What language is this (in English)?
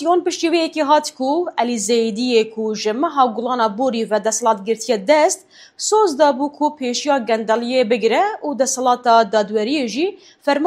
Kurdish